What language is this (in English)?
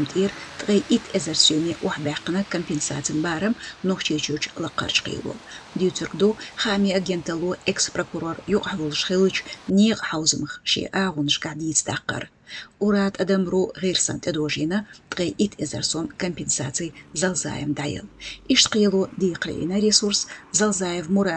Chechen